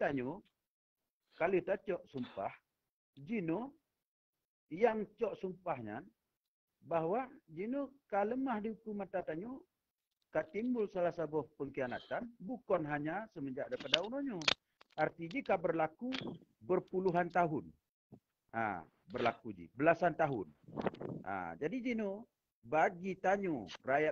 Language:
Achinese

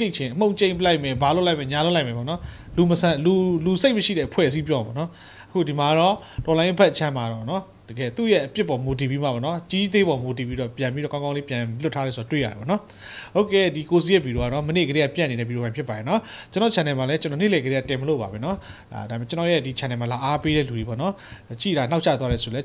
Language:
Burmese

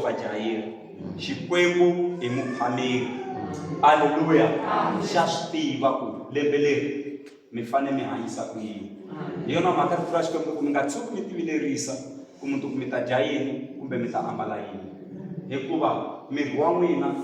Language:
Tsonga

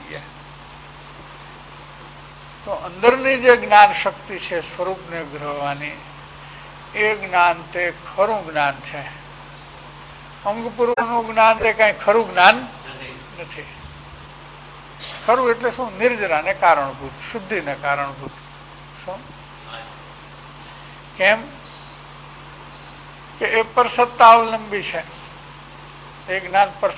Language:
Gujarati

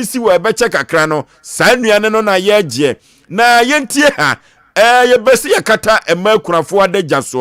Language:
Akan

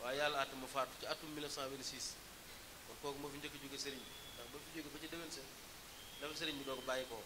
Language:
Wolof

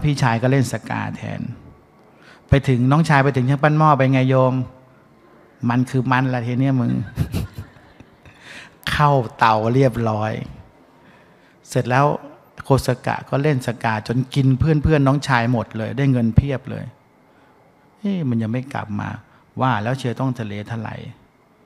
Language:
Thai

